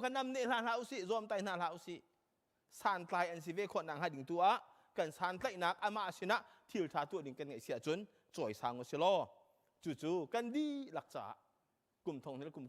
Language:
Hakha Chin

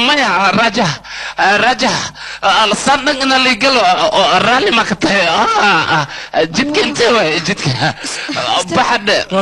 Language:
Somali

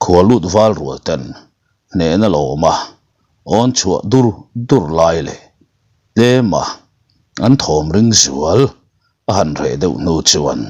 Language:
Mizo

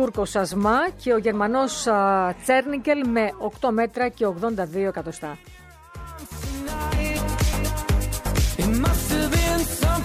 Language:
Greek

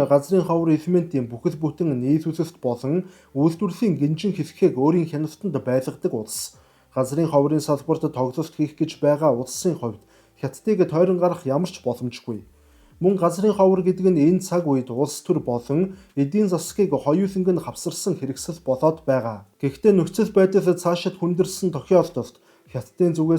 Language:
Mongolian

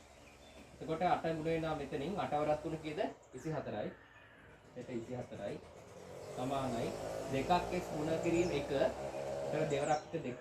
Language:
Sinhala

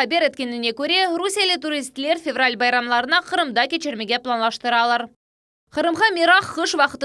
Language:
Crimean Tatar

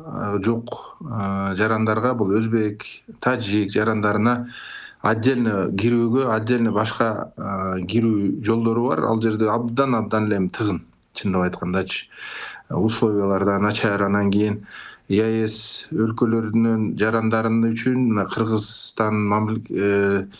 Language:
Kyrgyz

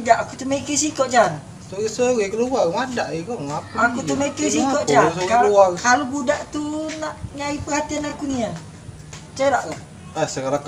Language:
Musi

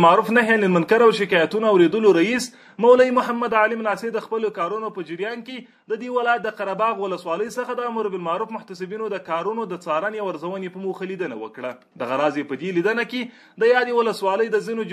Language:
Pashto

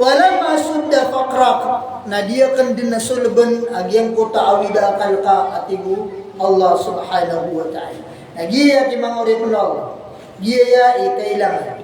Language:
Maranao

